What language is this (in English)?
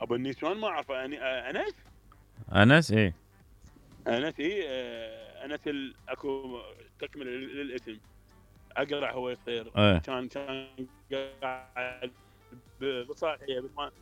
Mesopotamian Arabic